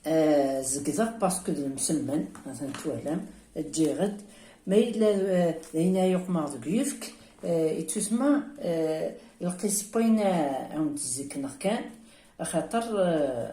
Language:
Kabyle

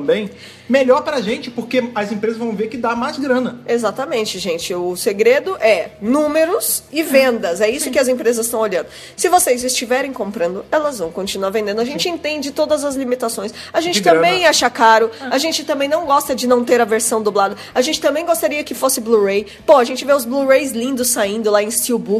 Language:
Portuguese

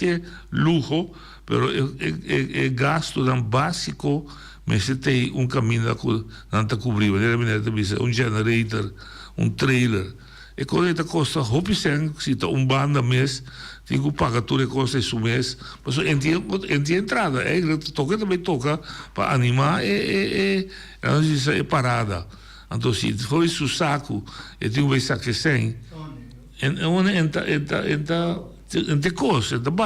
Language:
Papiamento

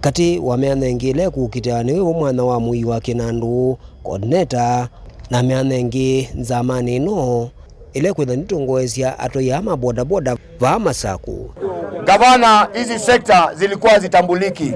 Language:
Kamba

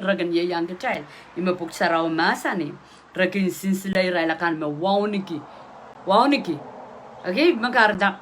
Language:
Pohnpeian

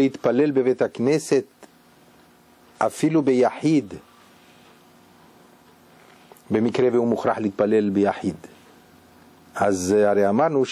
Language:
Hebrew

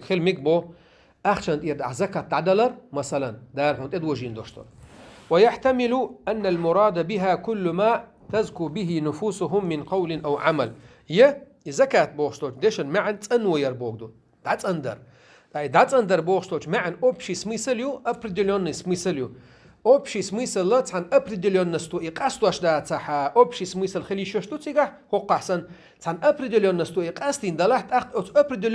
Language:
Chechen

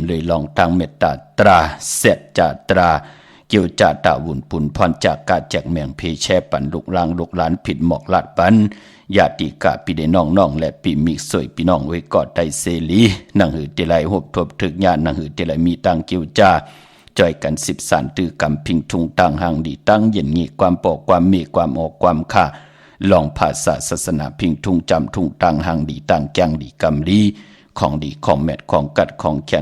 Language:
Shan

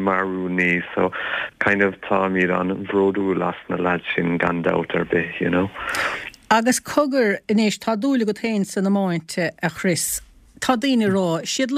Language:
Irish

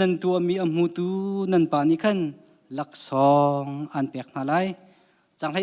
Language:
Hakha Chin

